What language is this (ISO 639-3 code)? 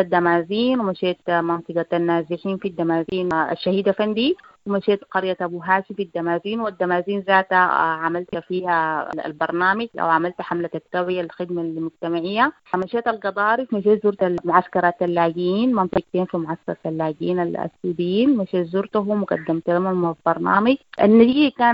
apd